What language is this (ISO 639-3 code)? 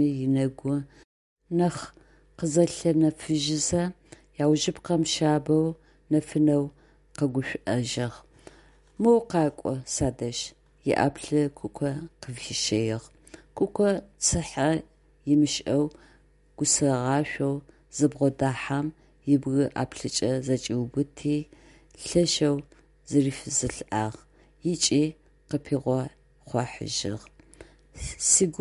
ady